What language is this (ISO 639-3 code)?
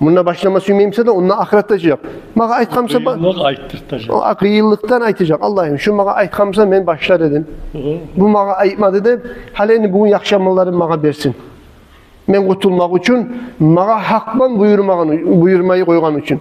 kum